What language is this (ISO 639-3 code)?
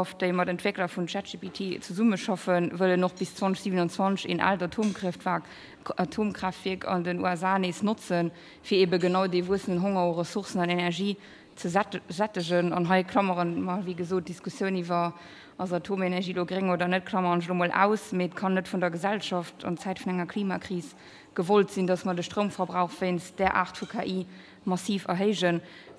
ltz